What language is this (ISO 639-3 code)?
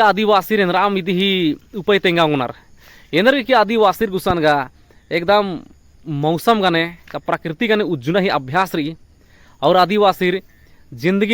kru